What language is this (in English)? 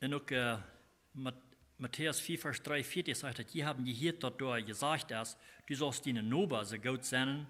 Plautdietsch